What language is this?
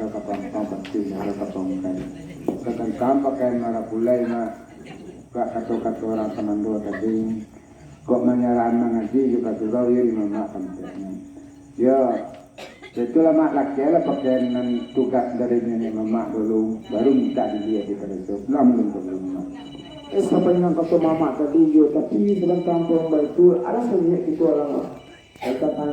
Minangkabau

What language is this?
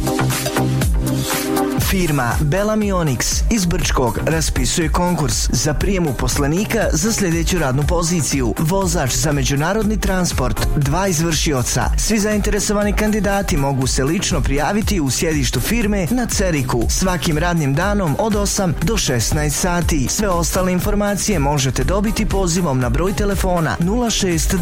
Bosnian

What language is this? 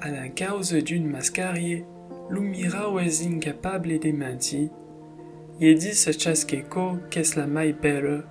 Occitan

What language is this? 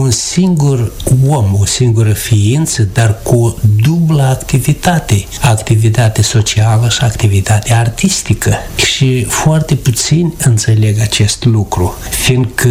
Romanian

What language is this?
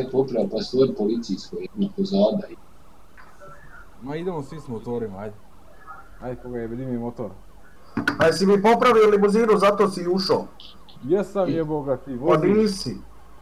Bosnian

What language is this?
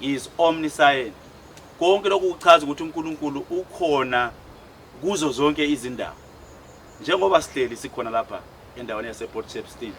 Zulu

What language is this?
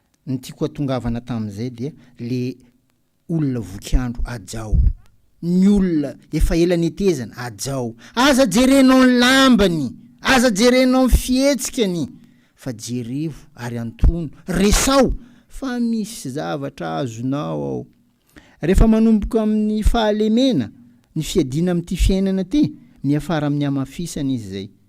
Malagasy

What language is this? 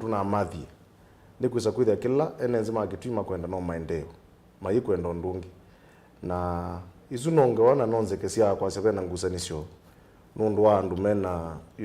Kamba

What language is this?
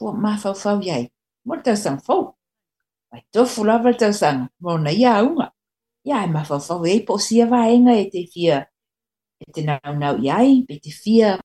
Samoan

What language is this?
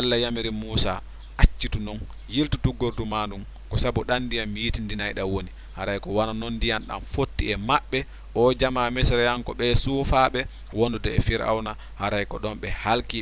Fula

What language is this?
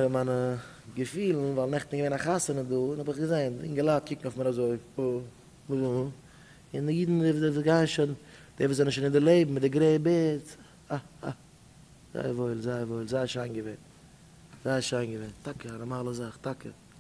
Yiddish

